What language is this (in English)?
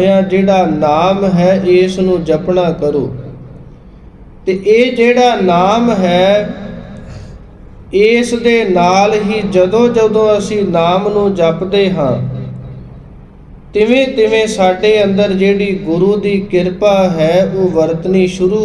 Punjabi